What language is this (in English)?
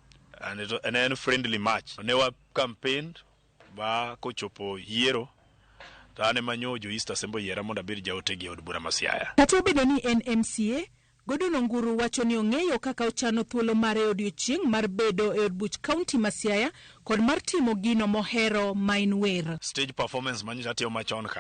Luo (Kenya and Tanzania)